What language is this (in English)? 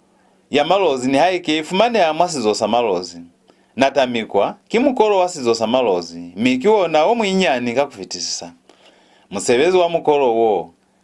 Lozi